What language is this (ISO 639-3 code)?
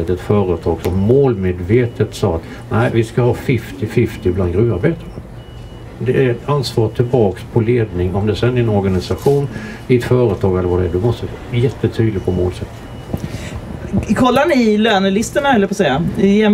swe